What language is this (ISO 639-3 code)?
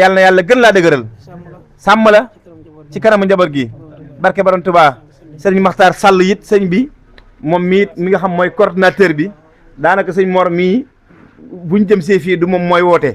wol